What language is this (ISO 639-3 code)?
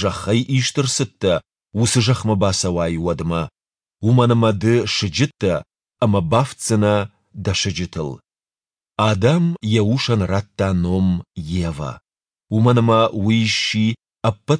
oss